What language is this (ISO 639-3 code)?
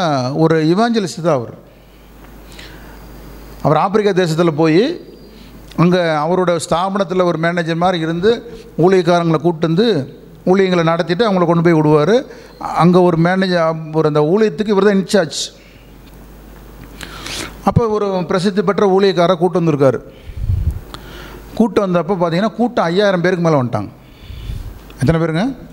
tam